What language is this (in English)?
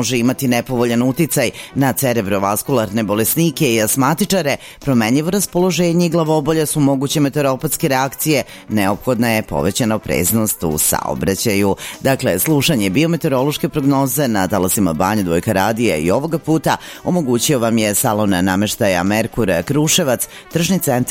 Serbian